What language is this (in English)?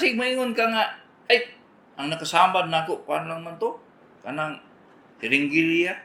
Cebuano